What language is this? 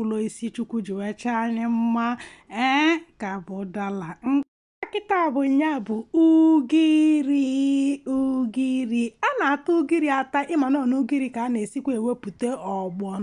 Igbo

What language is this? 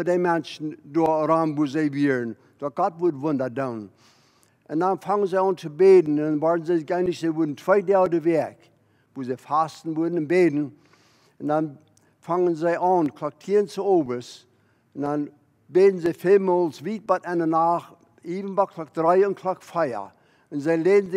Plautdietsch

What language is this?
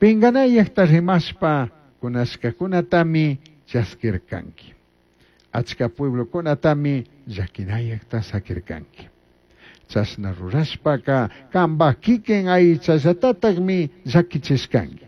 Chimborazo Highland Quichua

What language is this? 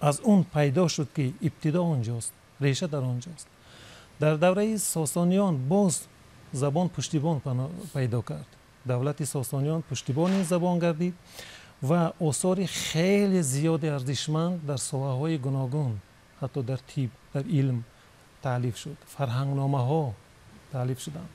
Tajik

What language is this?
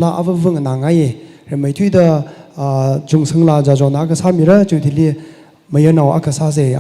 Tangkhul Naga (India)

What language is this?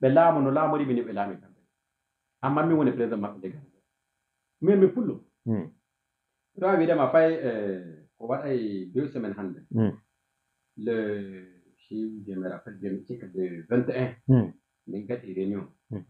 Fula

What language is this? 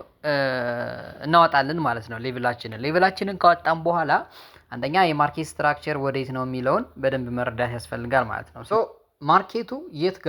Amharic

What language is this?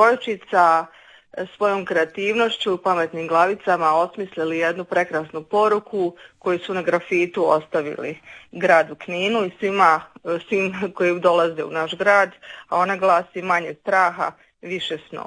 Croatian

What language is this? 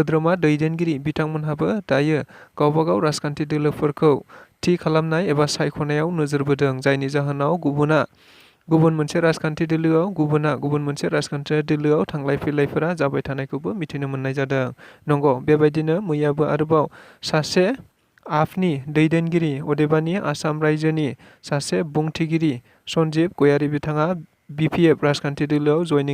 Bodo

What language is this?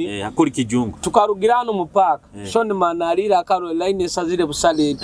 Nyoro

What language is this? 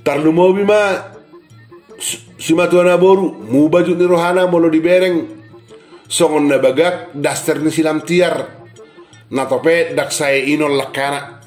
Batak Toba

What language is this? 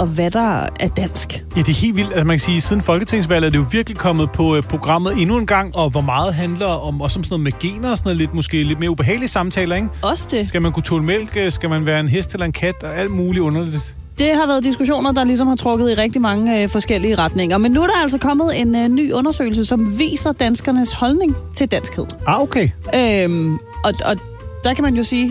Danish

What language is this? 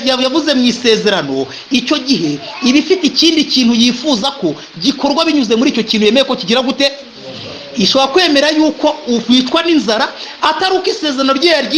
Kinyarwanda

